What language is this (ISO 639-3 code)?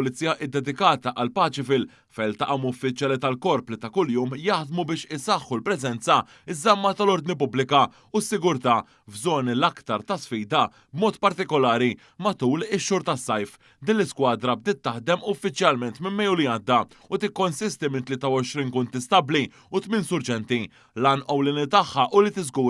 mlt